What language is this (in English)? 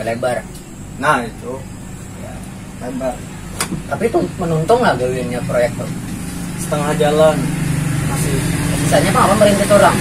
Banjar